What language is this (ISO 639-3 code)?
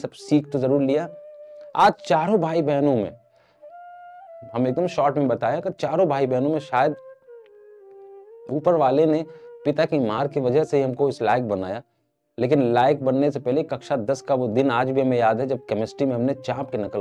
hin